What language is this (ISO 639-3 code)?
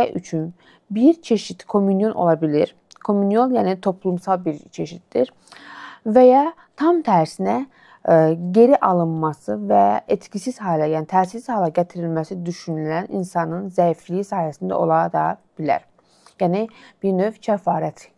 aze